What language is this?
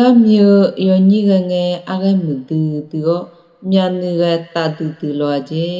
Akha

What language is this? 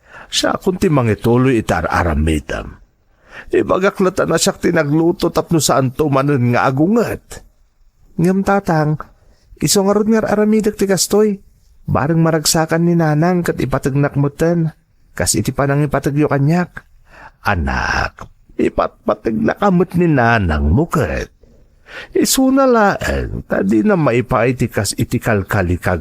Iloko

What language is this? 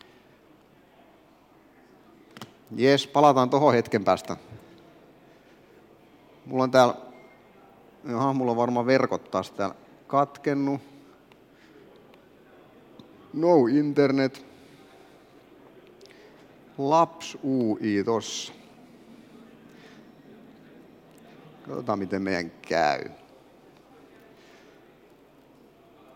Finnish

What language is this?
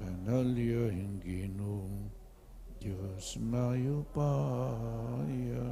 Pampanga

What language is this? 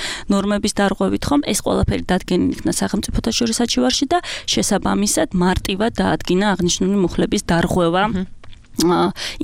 Georgian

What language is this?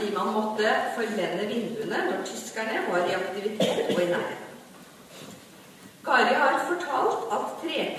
Norwegian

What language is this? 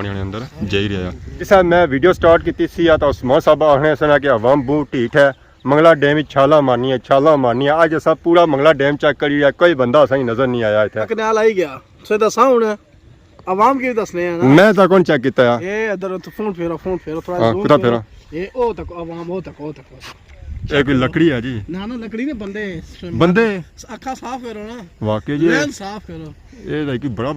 Pahari-Potwari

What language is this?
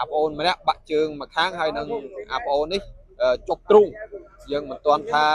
Khmer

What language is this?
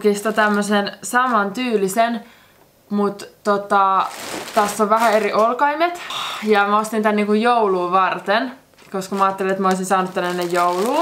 Finnish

